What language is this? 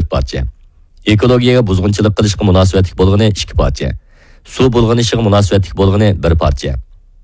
Uyghur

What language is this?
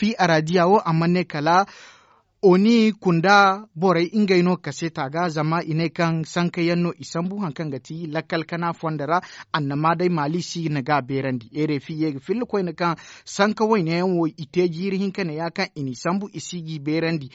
Zarma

